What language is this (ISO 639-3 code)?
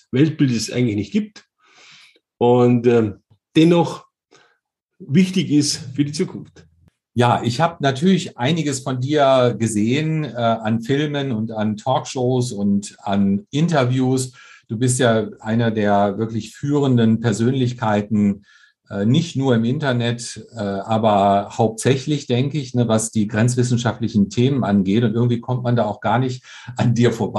deu